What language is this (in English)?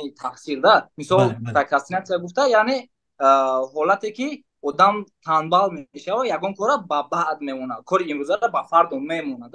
Tajik